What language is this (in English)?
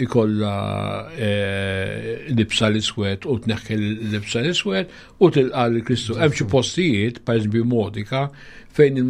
Maltese